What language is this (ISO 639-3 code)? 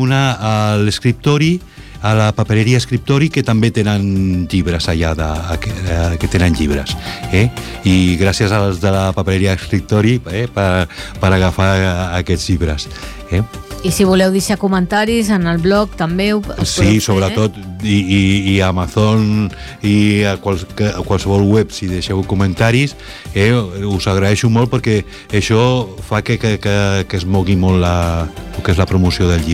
cat